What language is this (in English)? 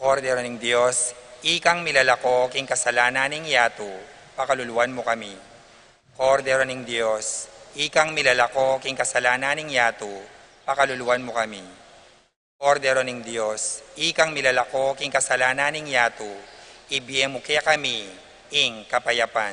Pampanga